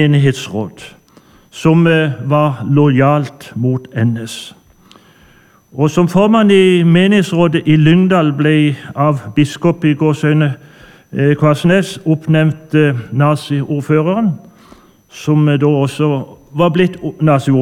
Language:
Norwegian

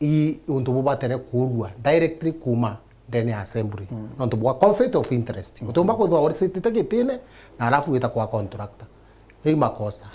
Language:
Meru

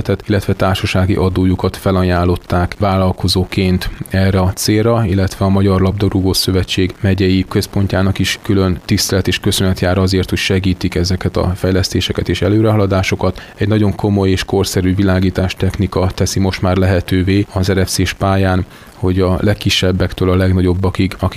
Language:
Hungarian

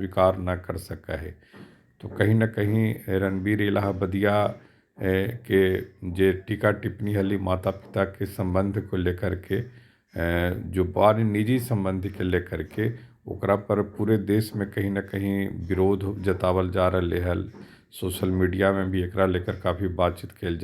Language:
Magahi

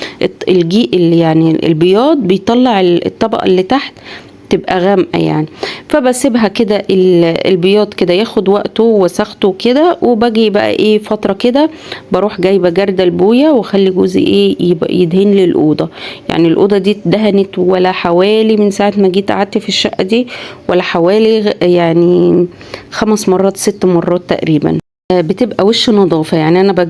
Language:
Egyptian Arabic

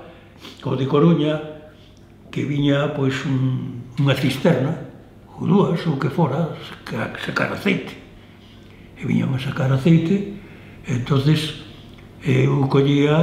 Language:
Galician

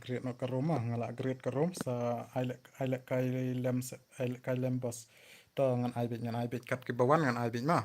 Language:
Khasi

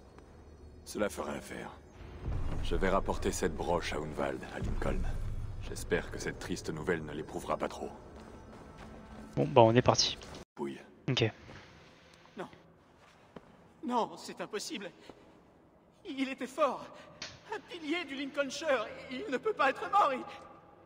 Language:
French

